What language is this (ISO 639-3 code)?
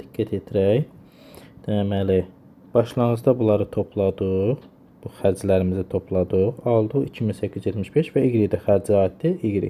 aze